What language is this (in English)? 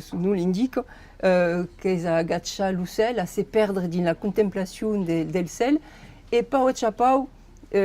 Occitan